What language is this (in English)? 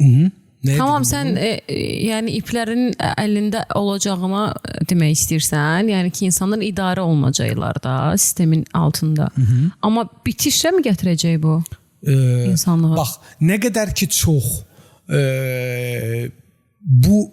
Azerbaijani